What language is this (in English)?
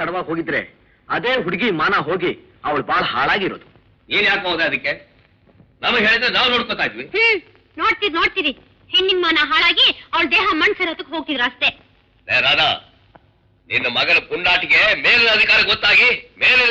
Kannada